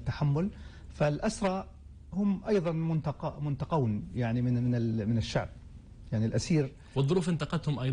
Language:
North Levantine Arabic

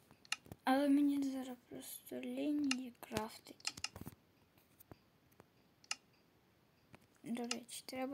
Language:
Ukrainian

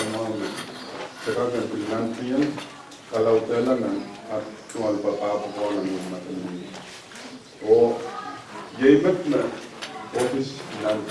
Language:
Pohnpeian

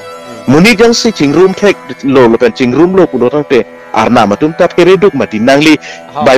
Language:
Karbi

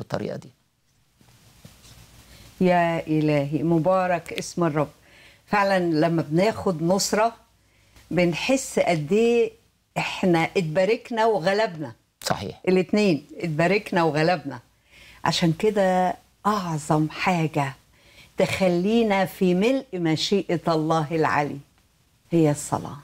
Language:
Egyptian Arabic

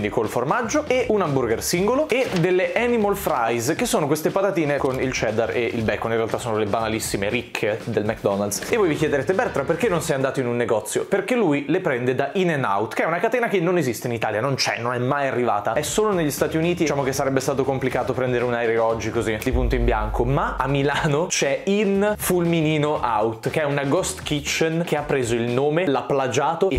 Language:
Italian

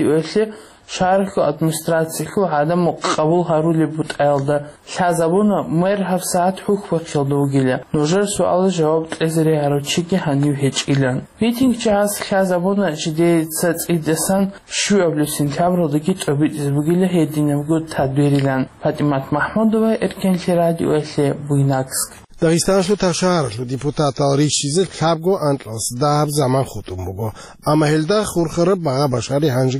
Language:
Avaric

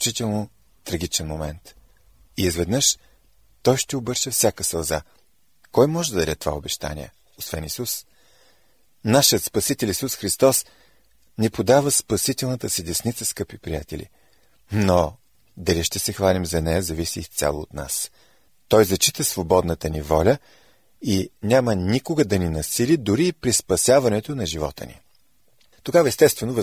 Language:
Bulgarian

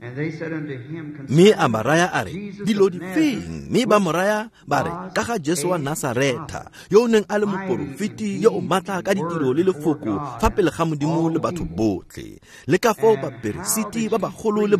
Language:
Tswana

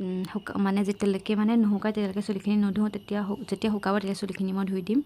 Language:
Assamese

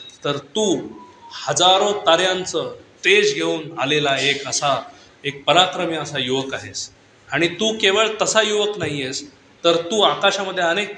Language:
Marathi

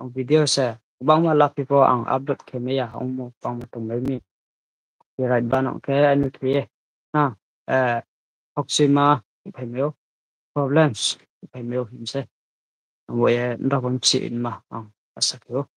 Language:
Riang (India)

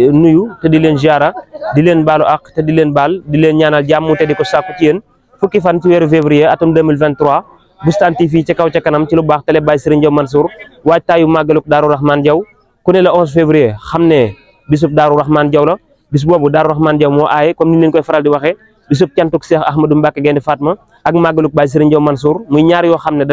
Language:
Wolof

